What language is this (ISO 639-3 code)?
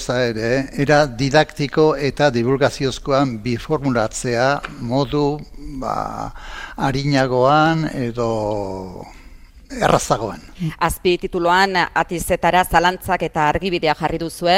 eus